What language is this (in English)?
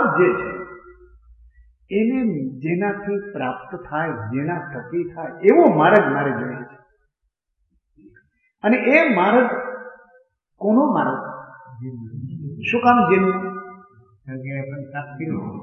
Gujarati